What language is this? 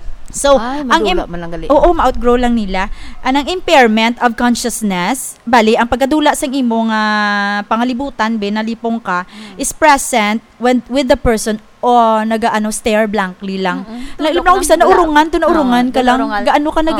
Hiligaynon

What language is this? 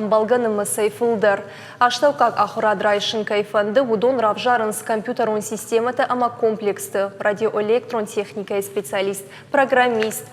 Ossetic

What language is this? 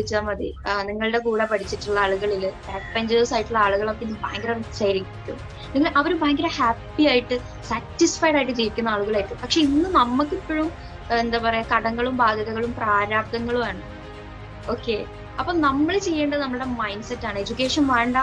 Malayalam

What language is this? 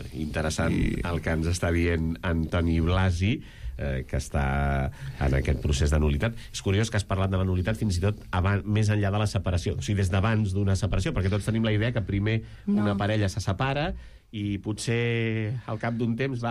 Catalan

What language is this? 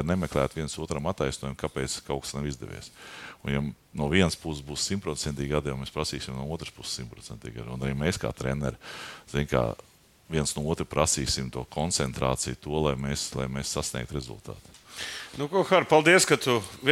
Latvian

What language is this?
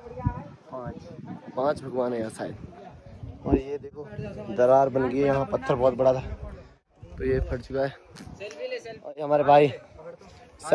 Hindi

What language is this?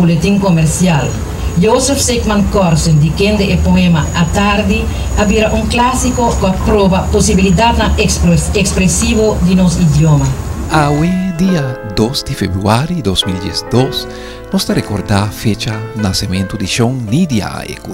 Papiamento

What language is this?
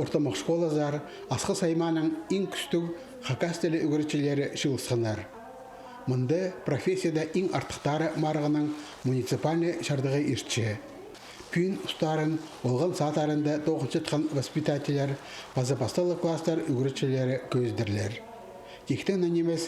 Khakas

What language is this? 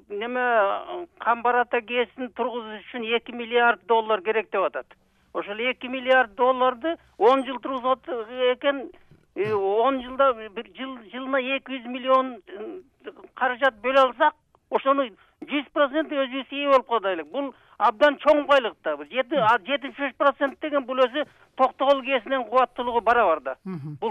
Kyrgyz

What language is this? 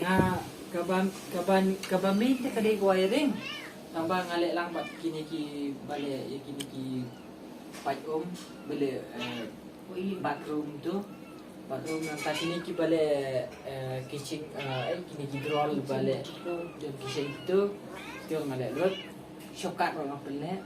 Khasi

